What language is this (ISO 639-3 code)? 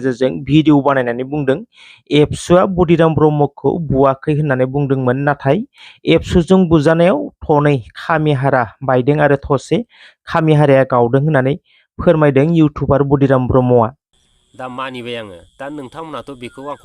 brx